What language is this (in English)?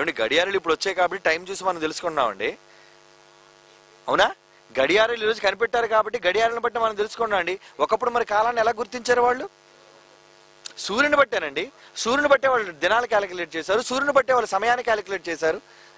Telugu